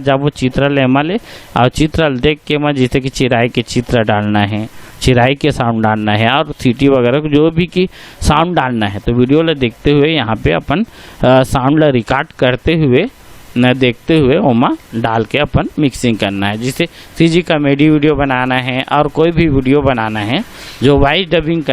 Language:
Chhattisgarhi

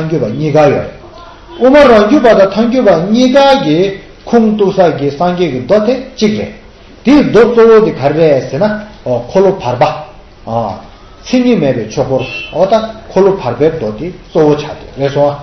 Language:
Tibetan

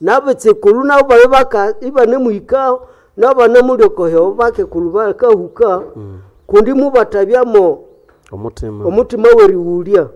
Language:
Nande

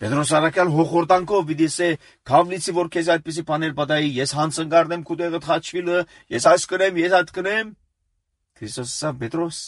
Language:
Armenian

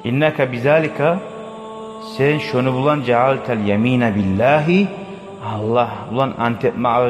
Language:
Kumyk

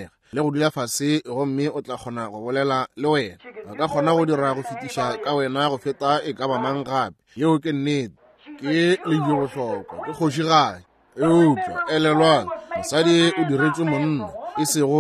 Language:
Northern Sotho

